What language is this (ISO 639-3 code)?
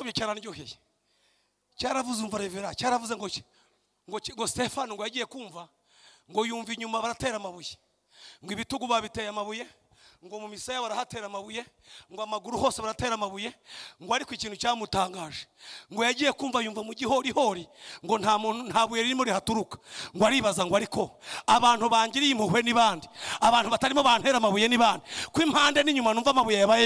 kin